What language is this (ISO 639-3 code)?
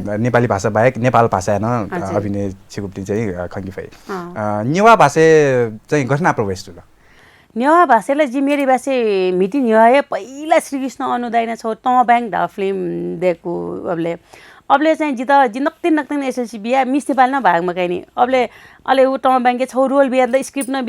new